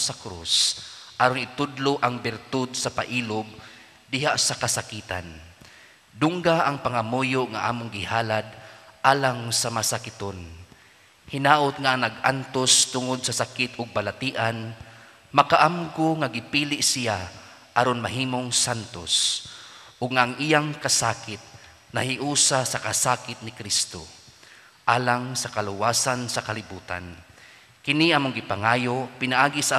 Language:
Cebuano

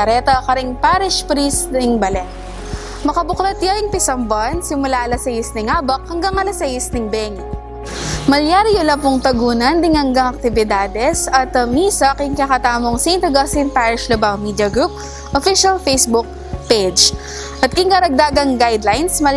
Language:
Pampanga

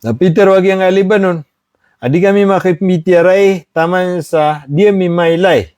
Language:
Maranao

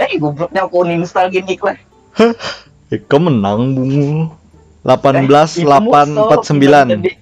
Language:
Banjar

